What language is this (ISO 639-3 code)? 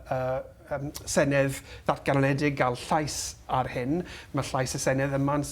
cym